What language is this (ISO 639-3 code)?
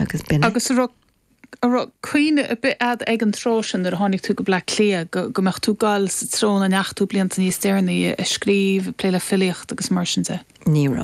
gle